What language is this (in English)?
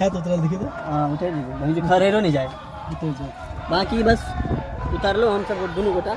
Maithili